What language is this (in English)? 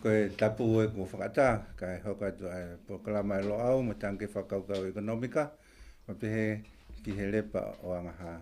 Tongan